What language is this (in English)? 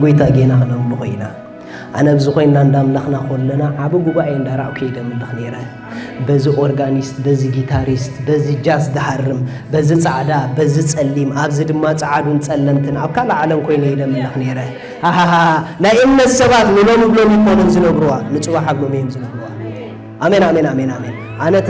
Tigrinya